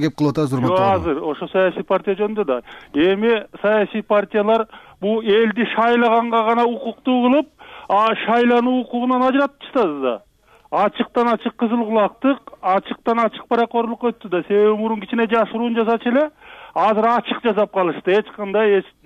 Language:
Kyrgyz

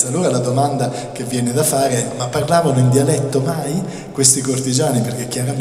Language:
Italian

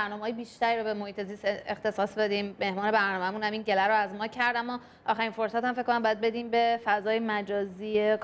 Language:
Persian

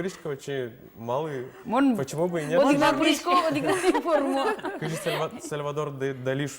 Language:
Udmurt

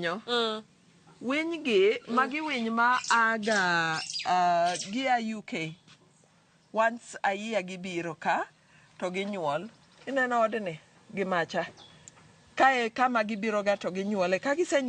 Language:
Luo (Kenya and Tanzania)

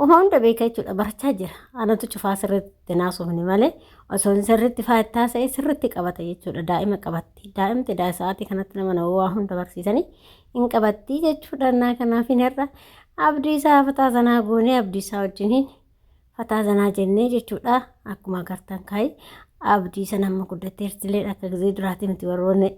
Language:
Oromo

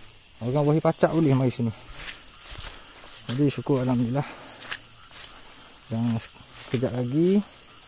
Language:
Malay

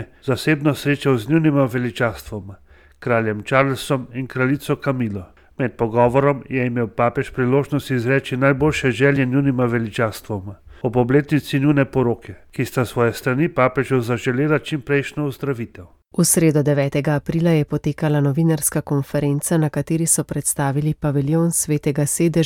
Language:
Slovenian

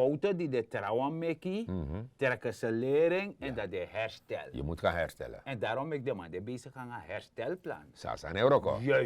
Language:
Sranan Tongo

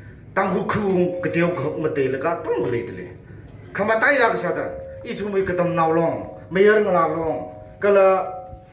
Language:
Tangkhul Naga (India)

